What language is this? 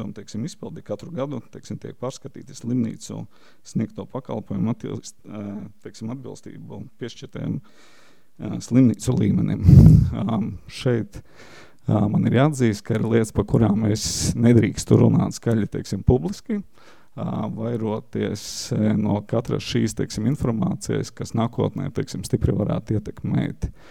Latvian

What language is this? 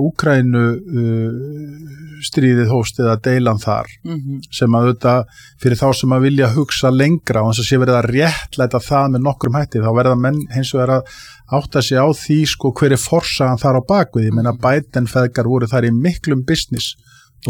Icelandic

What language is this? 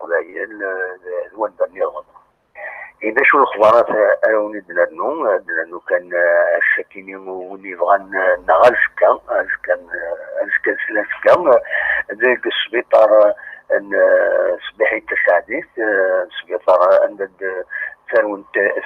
Kabyle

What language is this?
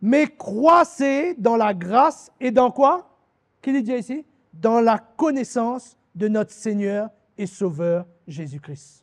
Morisyen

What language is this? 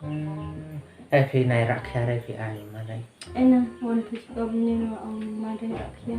Khasi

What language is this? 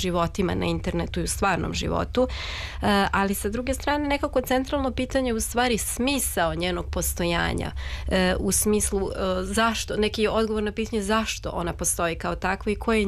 Serbian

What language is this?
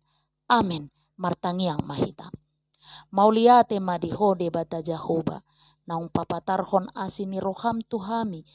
Batak Toba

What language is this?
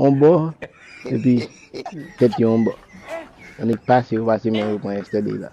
Haitian Creole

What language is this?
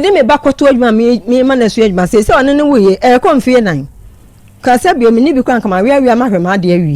Akan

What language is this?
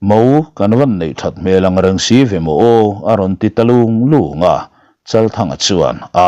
Mizo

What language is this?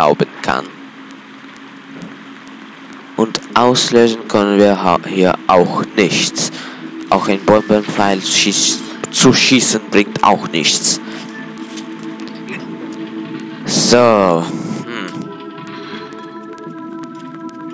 German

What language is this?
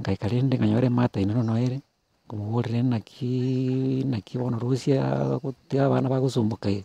Gusii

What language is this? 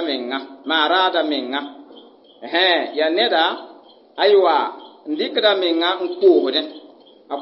Mossi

